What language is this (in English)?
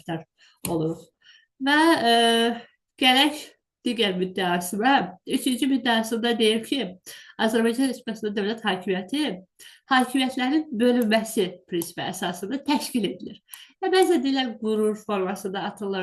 Azerbaijani